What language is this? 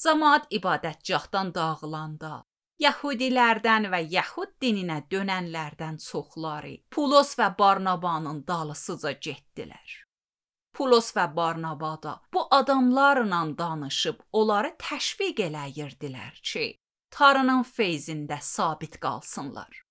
Azerbaijani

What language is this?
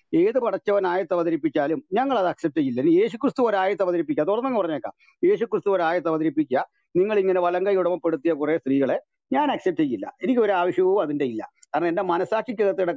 Malayalam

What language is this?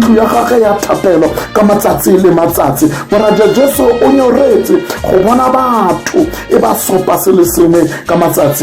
Tswana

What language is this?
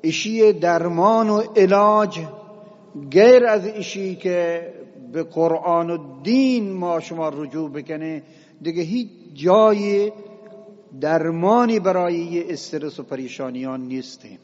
Eastern Balochi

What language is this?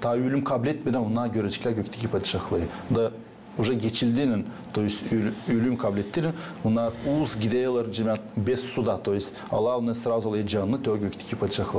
Gagauz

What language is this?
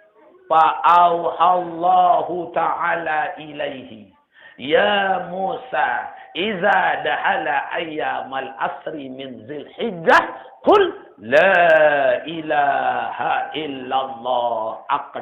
Sasak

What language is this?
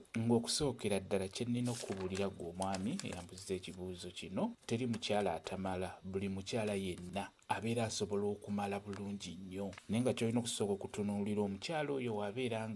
Ganda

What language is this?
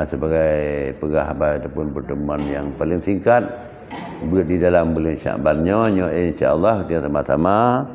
Achinese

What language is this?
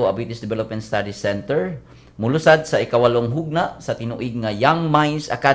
Cebuano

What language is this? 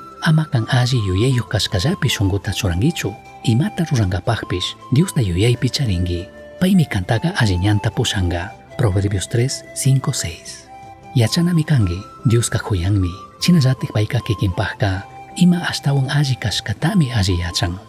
Chimborazo Highland Quichua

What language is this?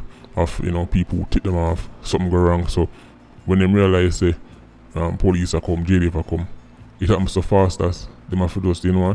Jamaican Creole English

